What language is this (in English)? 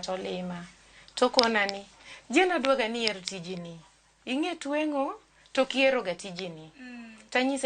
Luo (Kenya and Tanzania)